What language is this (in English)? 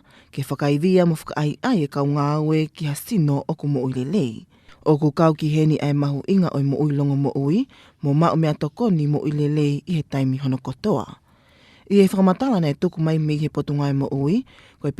Tongan